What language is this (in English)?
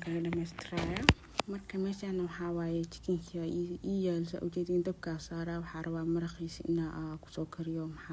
Somali